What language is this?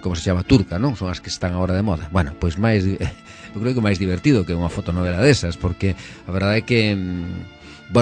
Galician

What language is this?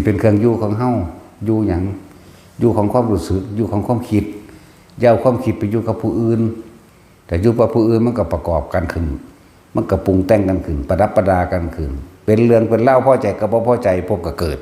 Northeastern Thai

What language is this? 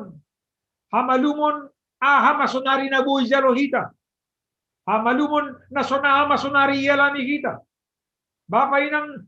Batak Simalungun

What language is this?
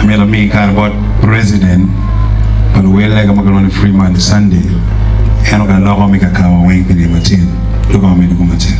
Acoli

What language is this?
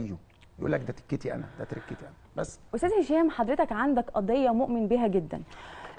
Egyptian Arabic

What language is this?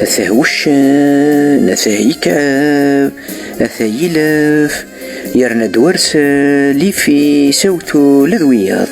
Kabyle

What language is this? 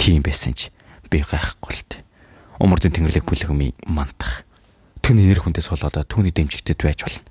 Mongolian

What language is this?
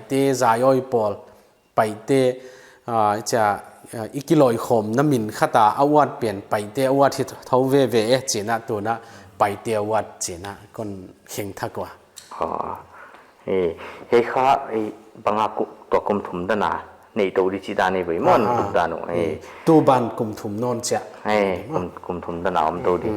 Paite Chin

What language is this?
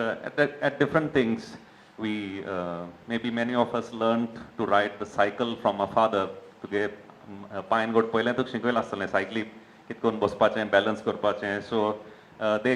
Konkani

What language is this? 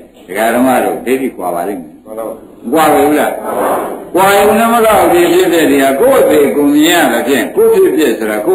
Burmese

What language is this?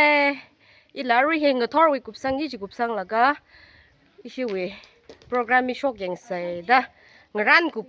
Tangkhul Naga (India)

